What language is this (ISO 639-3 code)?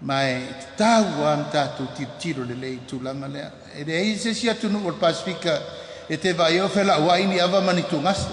smo